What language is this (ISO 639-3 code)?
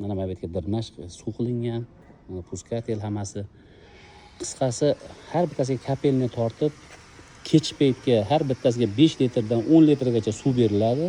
uzb